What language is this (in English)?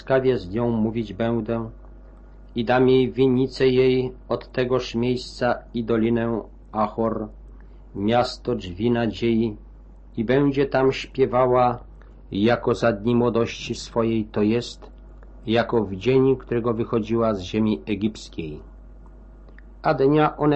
Polish